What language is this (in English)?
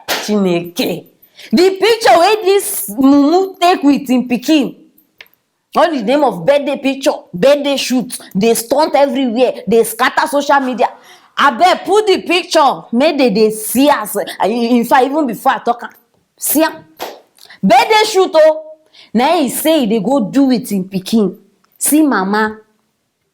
Nigerian Pidgin